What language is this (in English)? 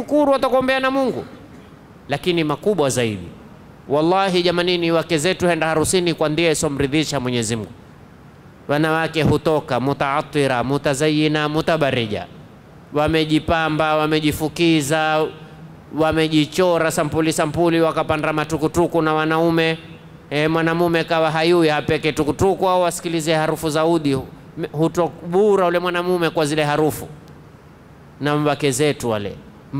Swahili